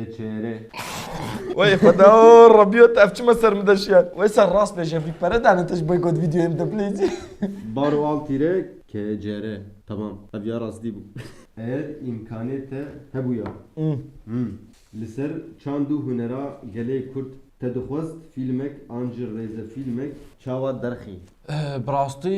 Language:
Kurdish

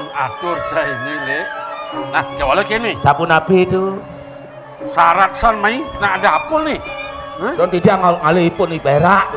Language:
Balinese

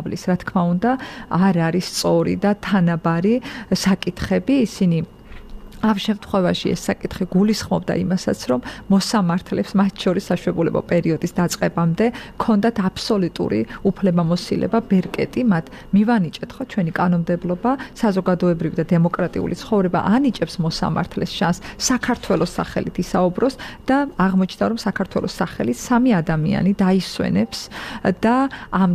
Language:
Georgian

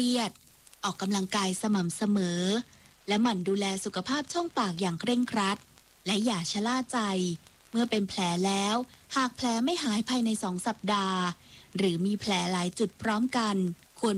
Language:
Thai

